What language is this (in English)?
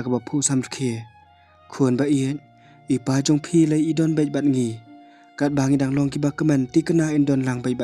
Khasi